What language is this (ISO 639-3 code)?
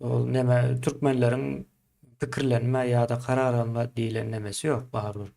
tuk